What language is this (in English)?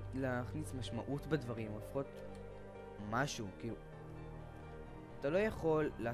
Hebrew